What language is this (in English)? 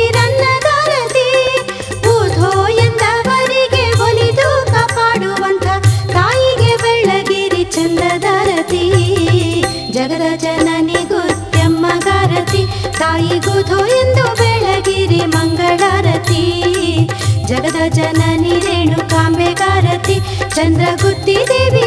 Kannada